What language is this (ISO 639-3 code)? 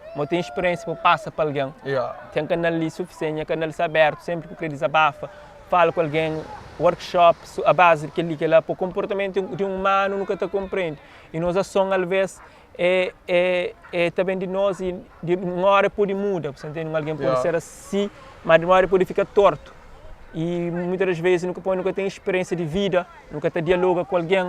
kea